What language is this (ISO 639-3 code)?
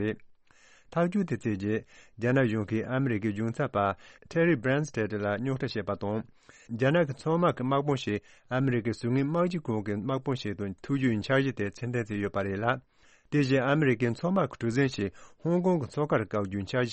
bod